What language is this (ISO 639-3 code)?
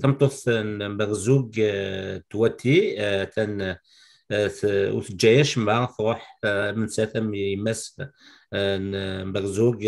kab